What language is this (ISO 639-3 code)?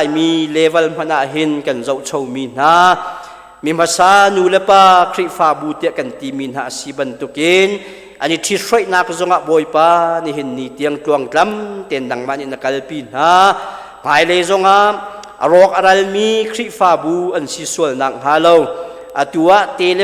cnh